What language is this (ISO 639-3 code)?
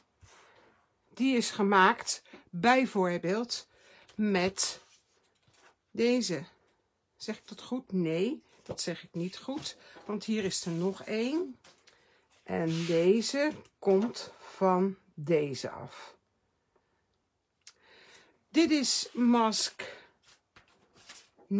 nld